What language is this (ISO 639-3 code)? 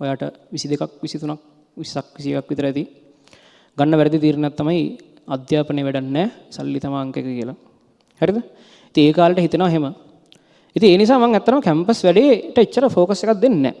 sin